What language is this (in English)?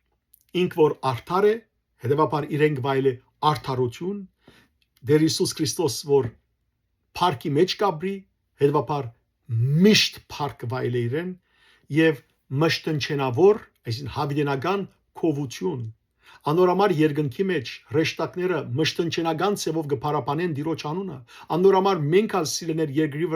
Western Armenian